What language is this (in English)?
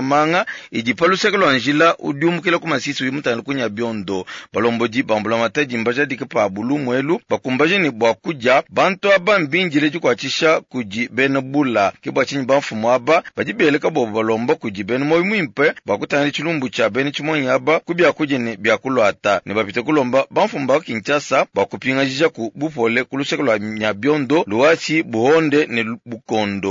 Luba-Lulua